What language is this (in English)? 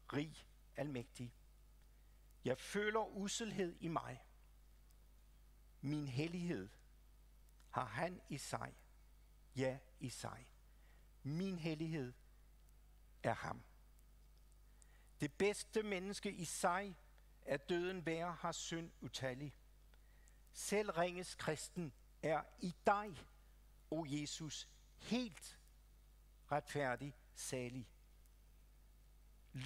Danish